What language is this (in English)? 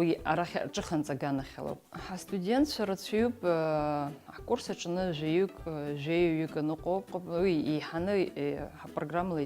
Abkhazian